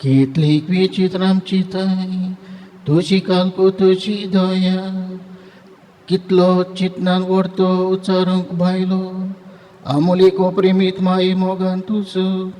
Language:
Konkani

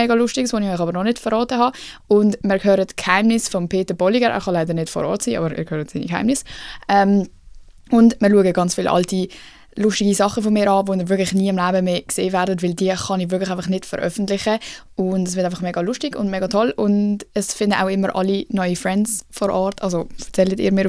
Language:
Swiss German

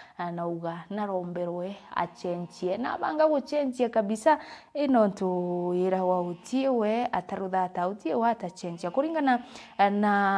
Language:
Meru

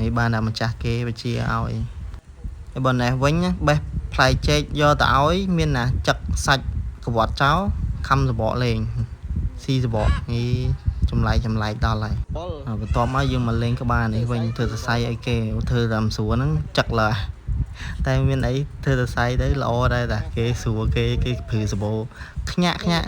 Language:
Khmer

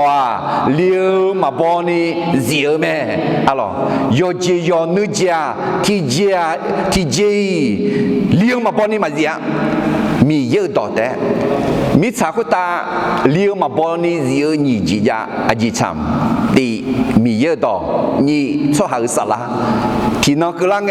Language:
Akha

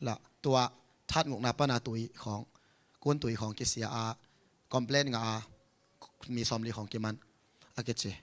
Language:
Tedim Chin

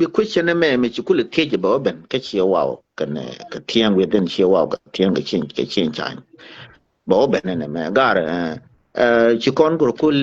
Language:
Nuer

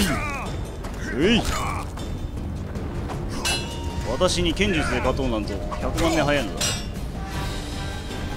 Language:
Japanese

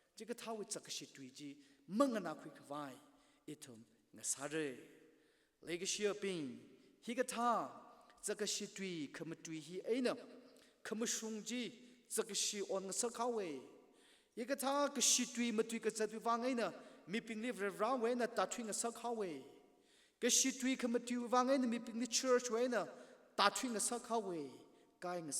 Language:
Tangkhul Naga (India)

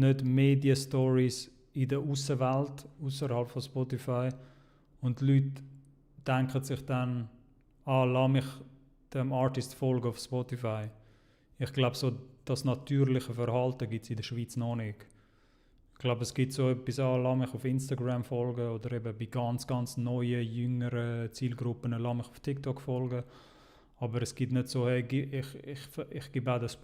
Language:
Swiss German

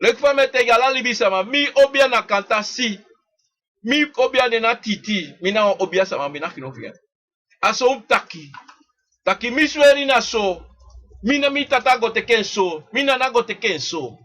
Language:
Sranan Tongo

